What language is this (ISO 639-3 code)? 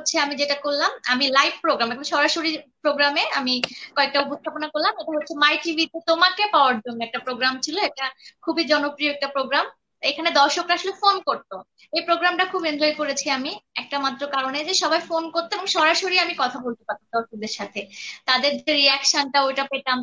ben